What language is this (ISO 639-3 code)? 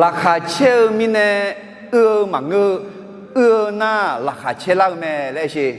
ahk